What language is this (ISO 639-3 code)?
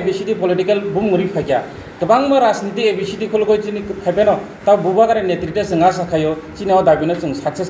trp